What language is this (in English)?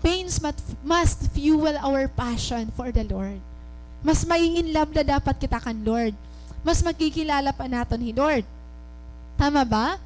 Waray